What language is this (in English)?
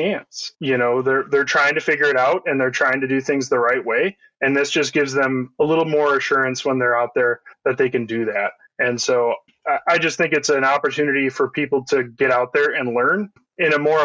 English